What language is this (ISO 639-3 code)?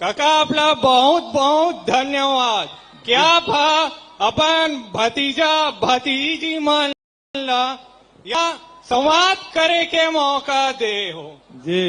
hne